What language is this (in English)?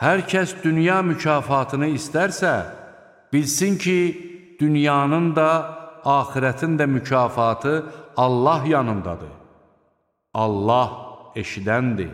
Azerbaijani